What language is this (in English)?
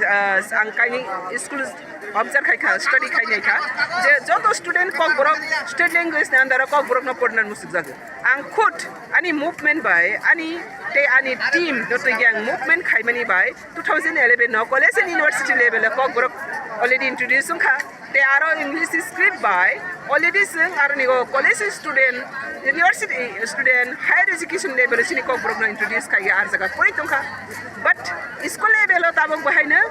Kok Borok